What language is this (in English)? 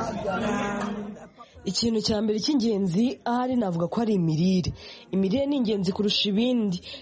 Kinyarwanda